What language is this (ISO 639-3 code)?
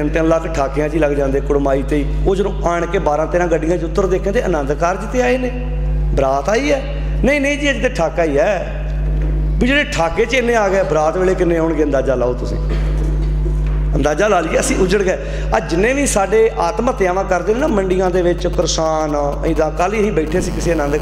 pan